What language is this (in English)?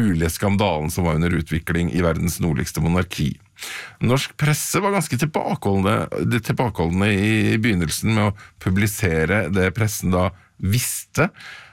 Norwegian